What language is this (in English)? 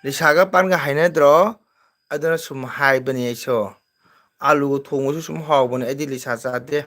Manipuri